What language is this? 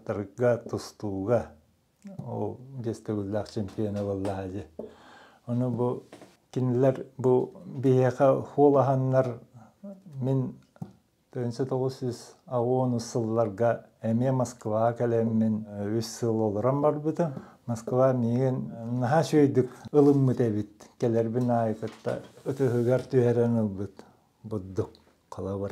Yakut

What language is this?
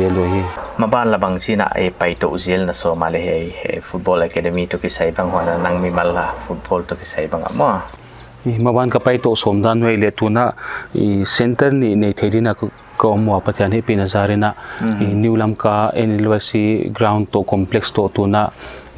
Paite Chin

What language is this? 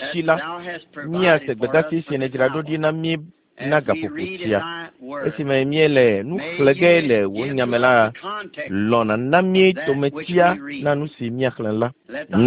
Ewe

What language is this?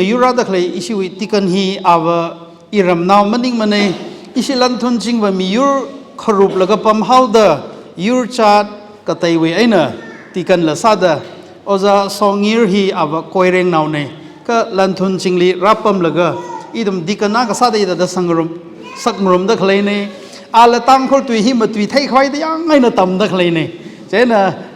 Tangkhul Naga (India)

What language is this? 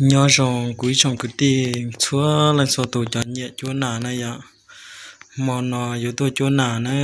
Hmong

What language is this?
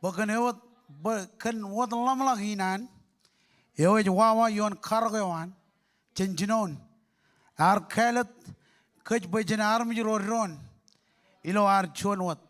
Marshallese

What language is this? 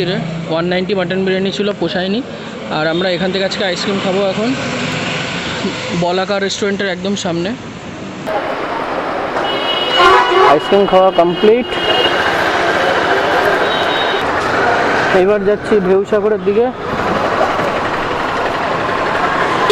Bangla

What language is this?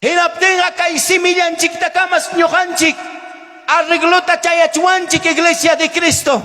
Ayacucho Quechua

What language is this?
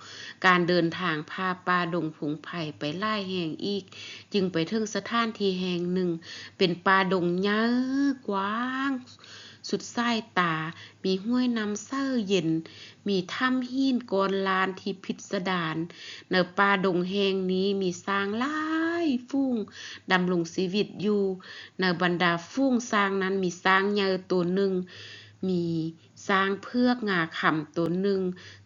Lao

